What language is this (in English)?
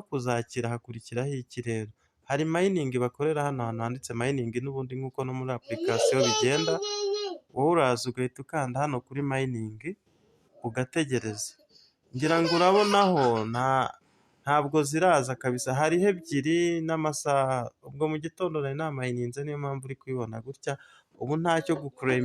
Kinyarwanda